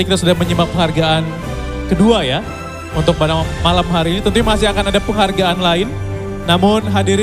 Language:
Indonesian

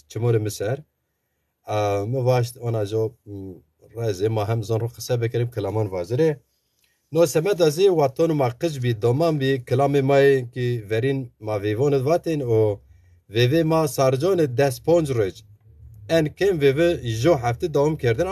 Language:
Zaza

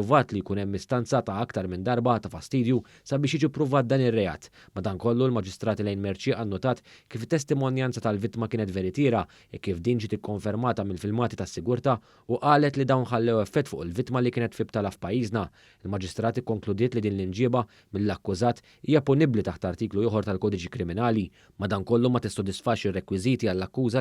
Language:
Maltese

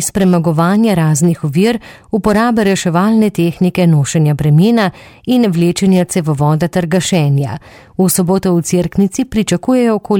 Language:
Slovenian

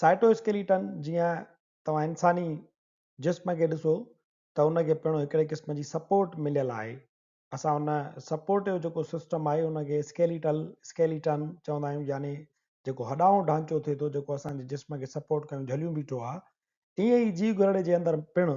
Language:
Sindhi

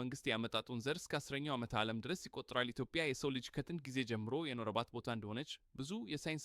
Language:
Amharic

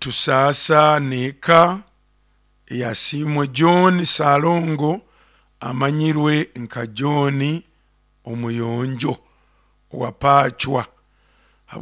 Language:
Nyoro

